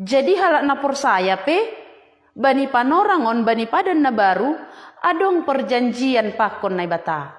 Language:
Batak Simalungun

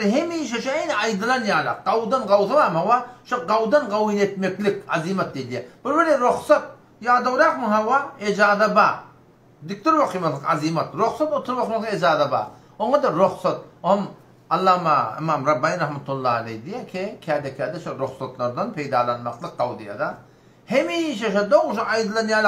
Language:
Turkmen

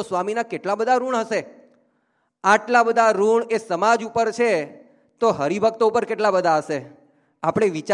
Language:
Gujarati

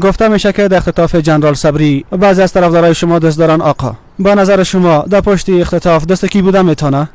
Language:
Persian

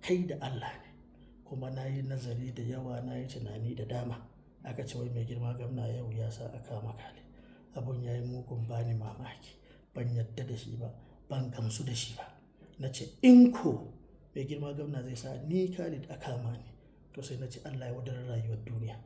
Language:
Hausa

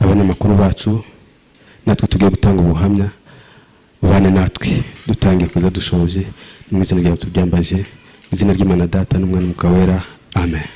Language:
Kinyarwanda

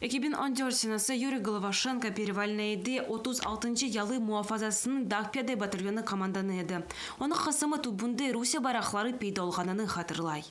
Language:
Crimean Tatar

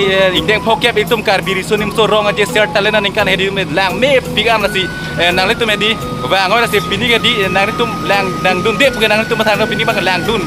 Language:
Karbi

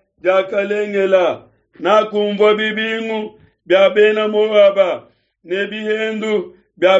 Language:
Luba-Lulua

